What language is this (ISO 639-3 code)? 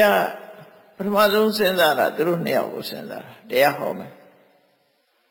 mya